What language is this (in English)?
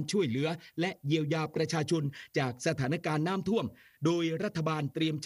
Thai